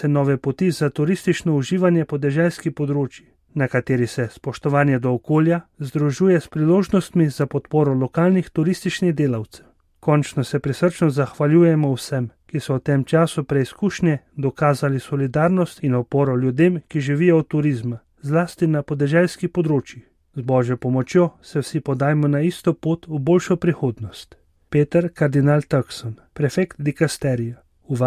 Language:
Slovenian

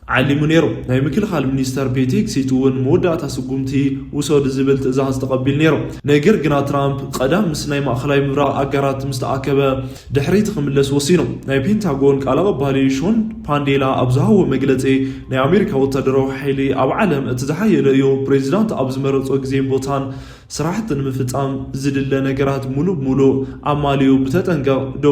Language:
Tigrinya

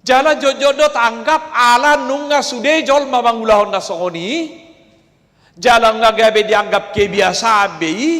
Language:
Batak Toba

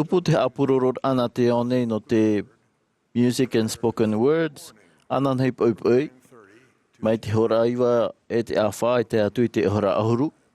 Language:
Tahitian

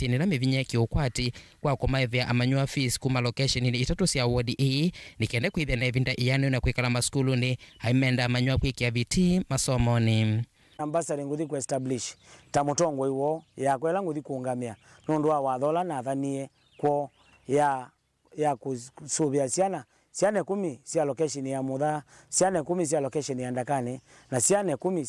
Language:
Kamba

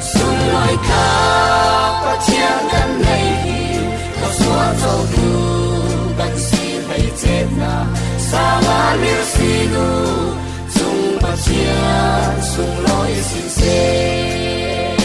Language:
Falam Chin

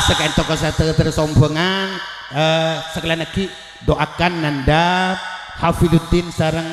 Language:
Madurese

